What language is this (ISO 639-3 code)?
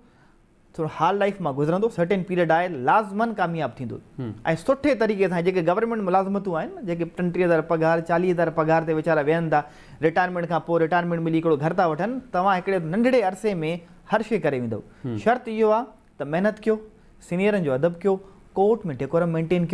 snd